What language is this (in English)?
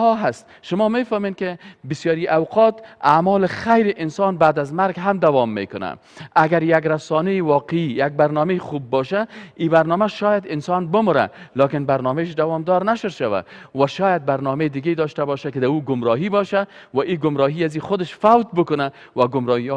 Persian